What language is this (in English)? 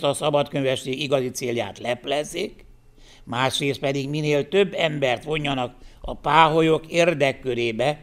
Hungarian